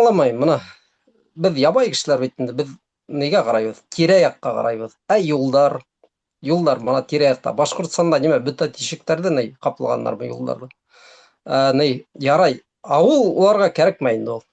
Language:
Bashkir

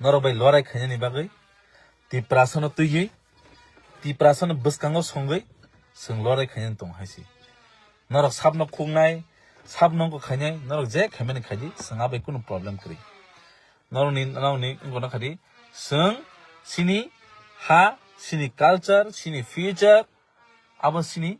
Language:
Kok Borok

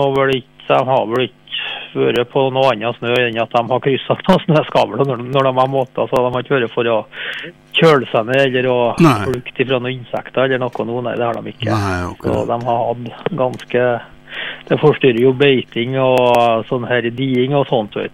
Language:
Norwegian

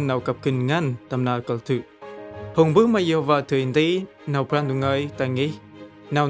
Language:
Central Mnong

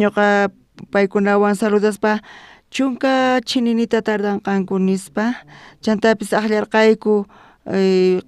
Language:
South Bolivian Quechua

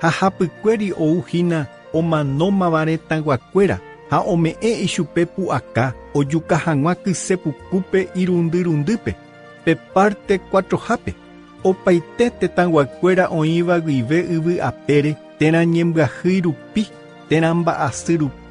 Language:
Guarani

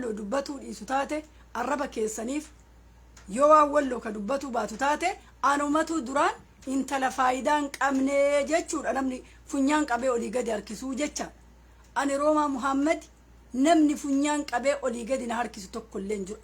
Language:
Oromo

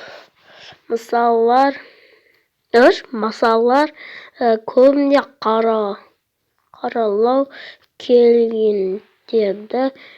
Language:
Kazakh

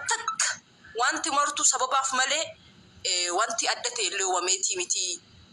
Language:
Oromo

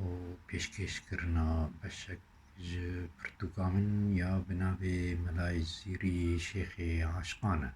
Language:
Kurdish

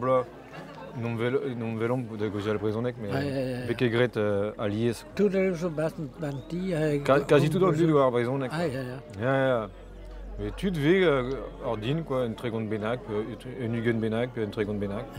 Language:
Breton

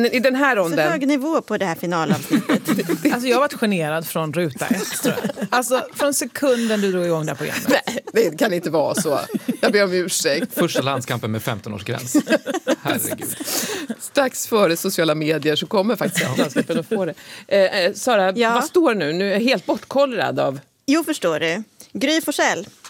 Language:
Swedish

